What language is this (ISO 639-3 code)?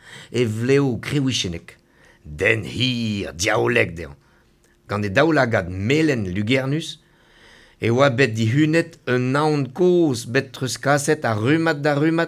bre